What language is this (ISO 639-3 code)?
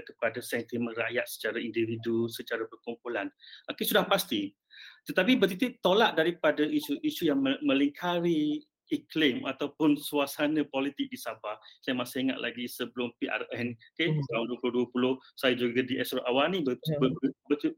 msa